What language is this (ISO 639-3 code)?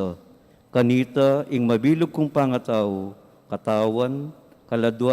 pam